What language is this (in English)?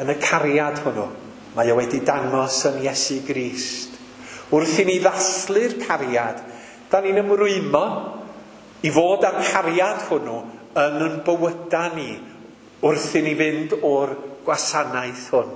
Welsh